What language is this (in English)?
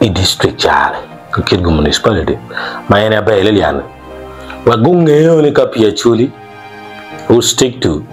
Acoli